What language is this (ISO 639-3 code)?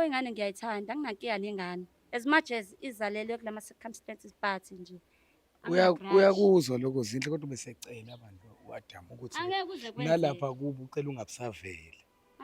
zul